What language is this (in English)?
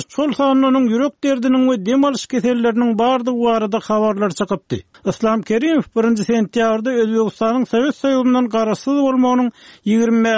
Turkmen